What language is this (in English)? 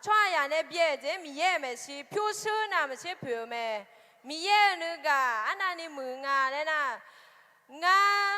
Akha